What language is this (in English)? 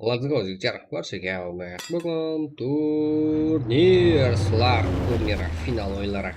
Kara-Kalpak